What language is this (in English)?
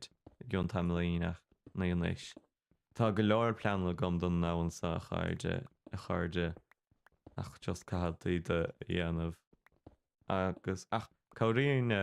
Irish